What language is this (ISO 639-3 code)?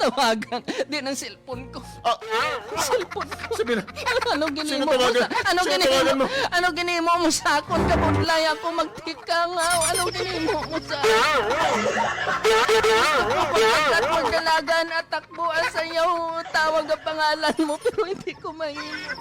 hil